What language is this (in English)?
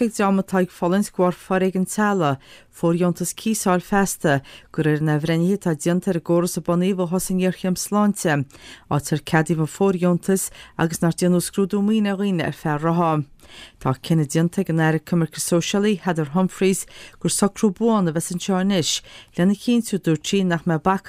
Irish